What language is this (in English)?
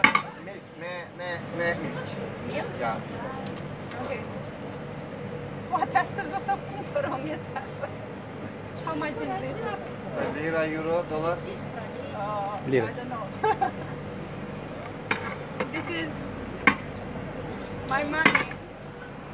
Romanian